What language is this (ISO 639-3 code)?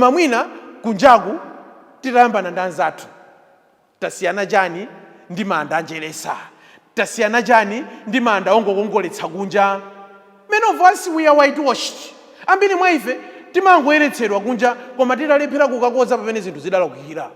nya